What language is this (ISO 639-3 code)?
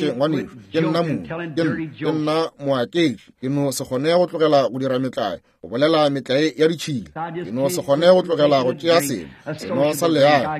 nso